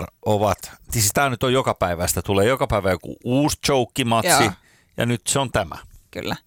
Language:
Finnish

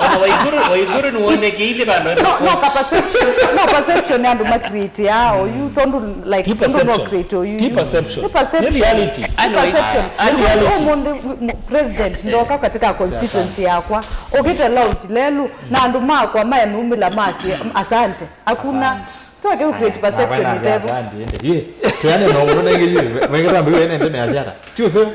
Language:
Kamba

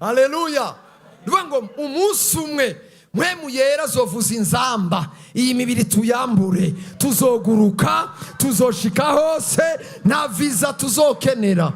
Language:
Rundi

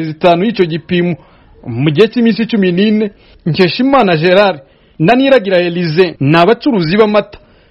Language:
Kinyarwanda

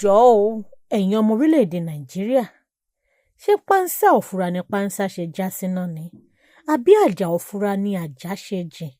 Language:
Yoruba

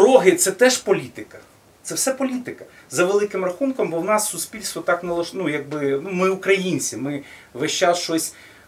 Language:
Ukrainian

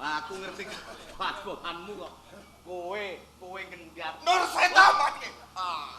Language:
Javanese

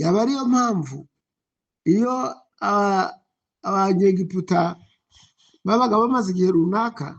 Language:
Kinyarwanda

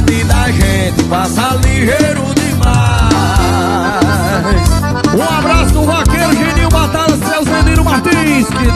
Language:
Portuguese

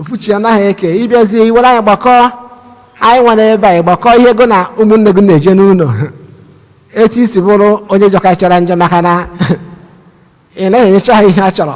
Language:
Igbo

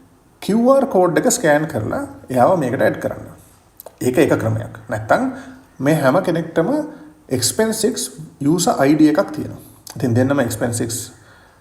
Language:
Sinhala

